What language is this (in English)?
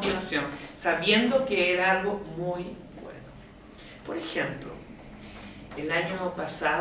Spanish